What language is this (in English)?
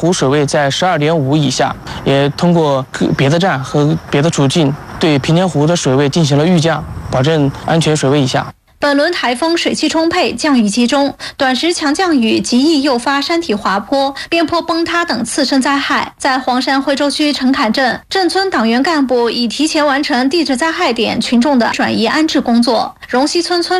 Chinese